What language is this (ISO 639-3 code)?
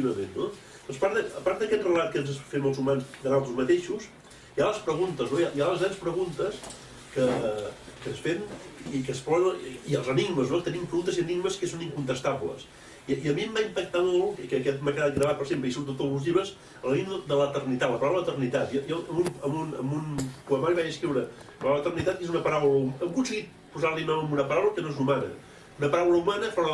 cat